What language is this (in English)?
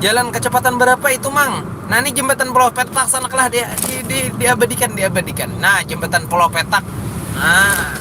Banjar